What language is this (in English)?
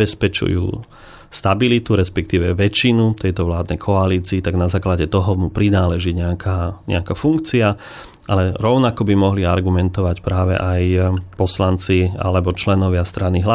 Slovak